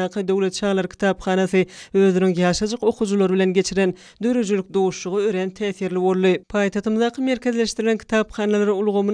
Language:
Turkmen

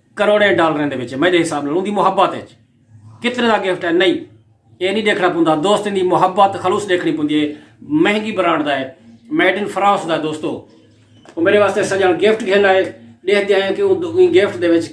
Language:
Saraiki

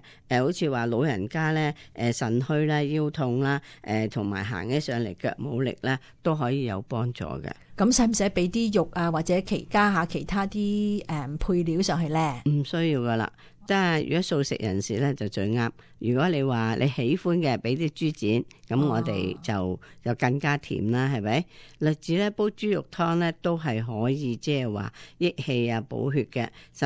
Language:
Cantonese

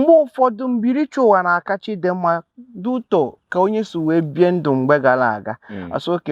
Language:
Igbo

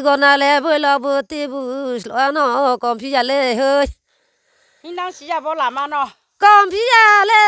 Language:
Riang (India)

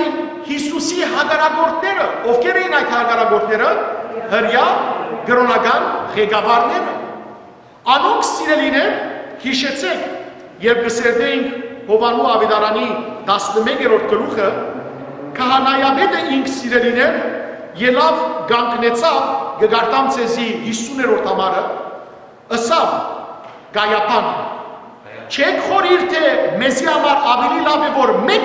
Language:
Western Armenian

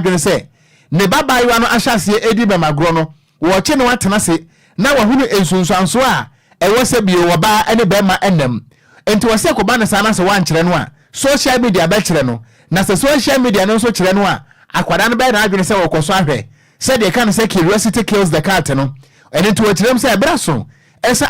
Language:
Akan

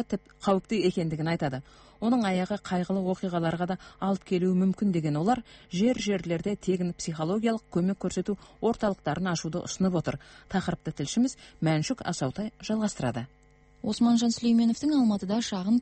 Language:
Kazakh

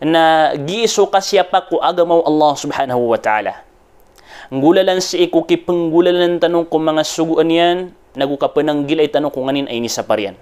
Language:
Maranao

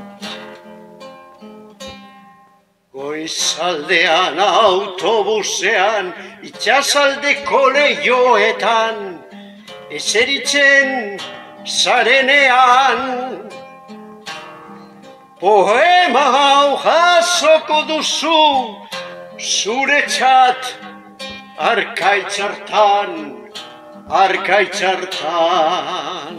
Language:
Basque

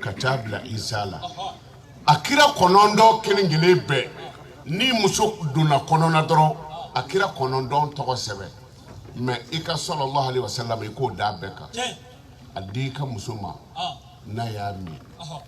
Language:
Bambara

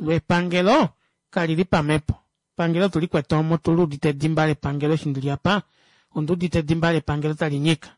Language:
Kuanyama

